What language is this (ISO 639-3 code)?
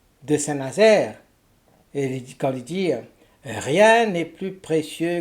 mfe